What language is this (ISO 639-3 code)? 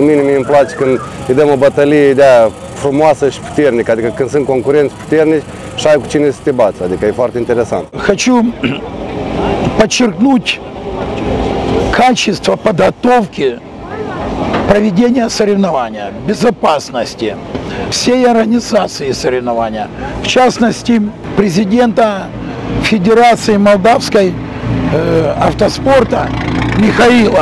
ron